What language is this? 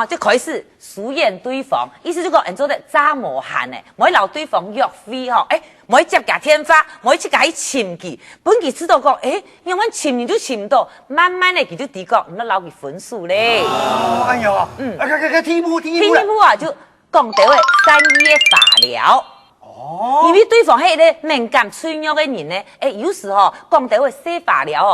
Hakka Chinese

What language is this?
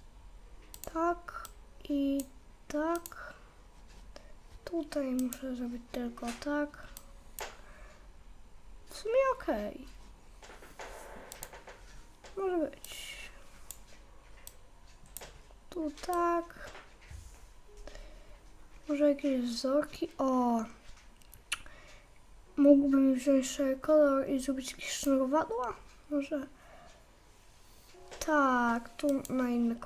Polish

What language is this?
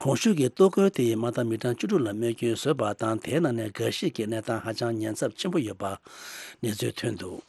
Tibetan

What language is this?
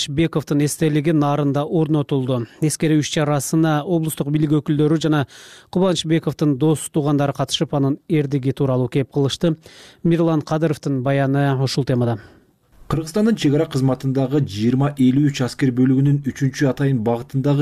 Kyrgyz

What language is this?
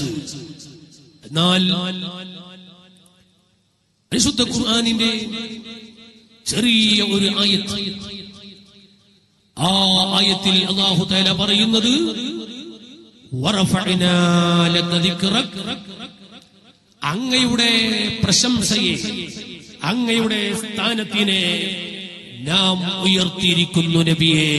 Malayalam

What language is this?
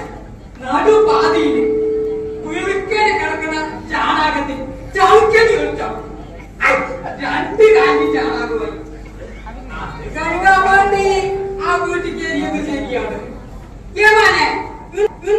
Malayalam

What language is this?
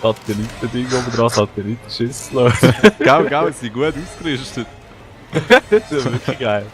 Swiss German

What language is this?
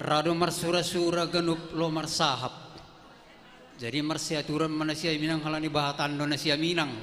Batak Simalungun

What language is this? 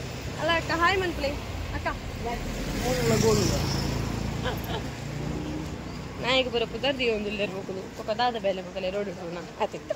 Tulu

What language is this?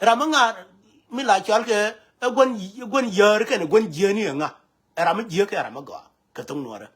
Nuer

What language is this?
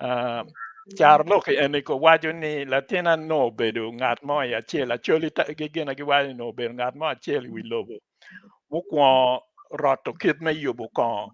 Acoli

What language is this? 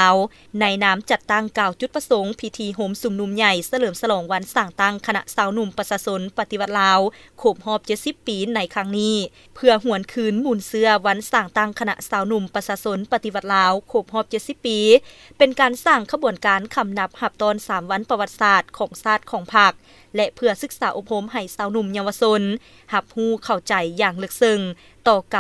Lao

